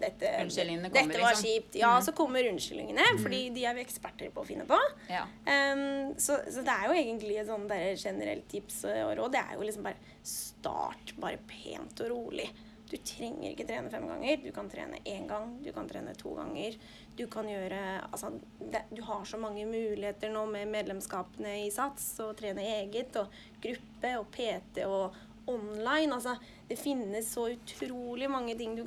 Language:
Norwegian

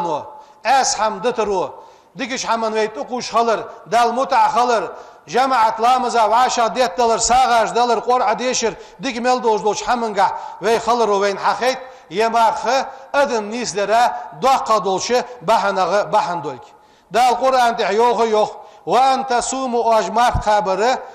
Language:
Ingush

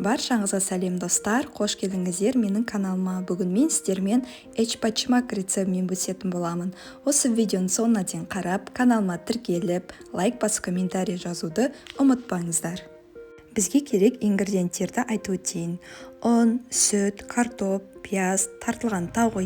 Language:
Kazakh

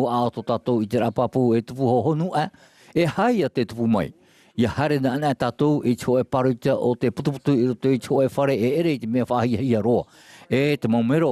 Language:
Tahitian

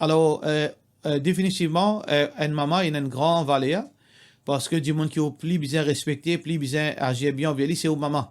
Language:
Morisyen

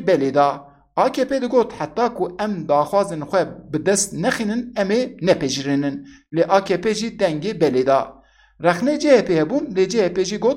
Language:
Kurdish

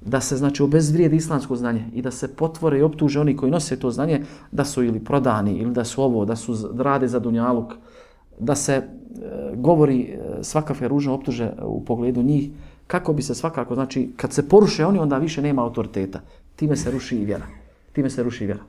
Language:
Bosnian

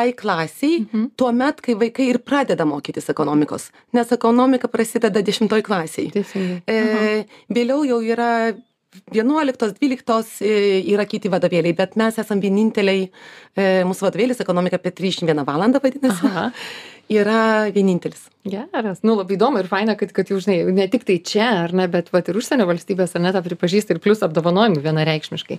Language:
Lithuanian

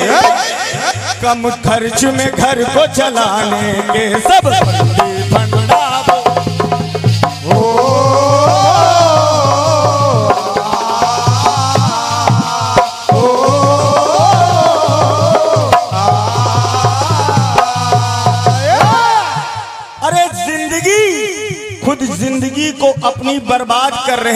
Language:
Hindi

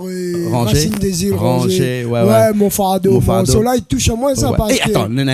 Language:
Réunion Creole French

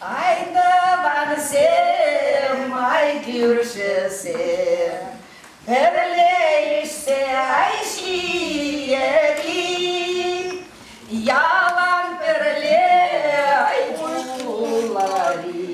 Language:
Chuvash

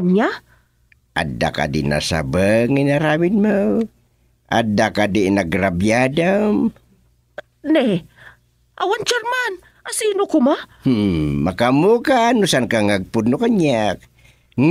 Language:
Iloko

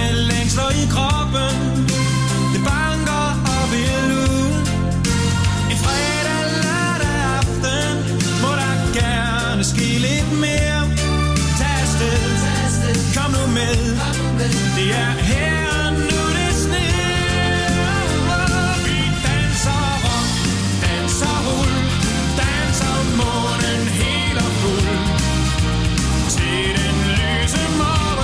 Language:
Danish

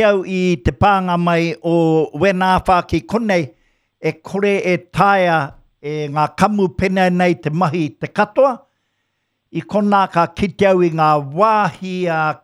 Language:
Māori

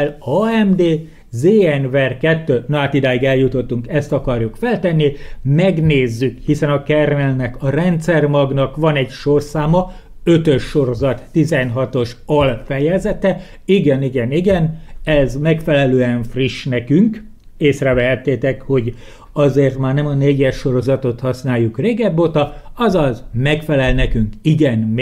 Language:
Hungarian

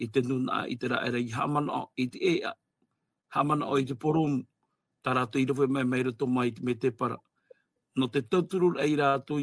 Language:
Tahitian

